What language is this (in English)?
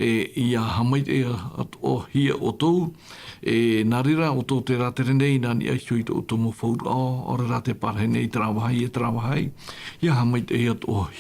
Tahitian